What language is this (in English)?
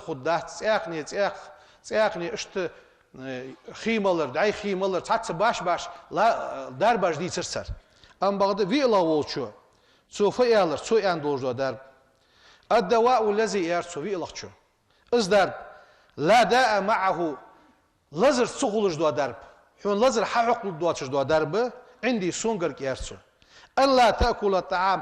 Ingush